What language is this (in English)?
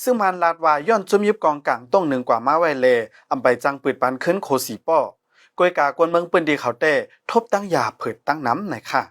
Shan